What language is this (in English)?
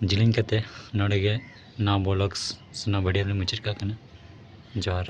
Santali